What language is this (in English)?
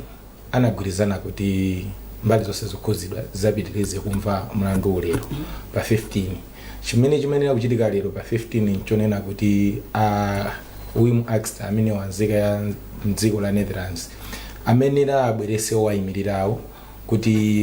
Nyanja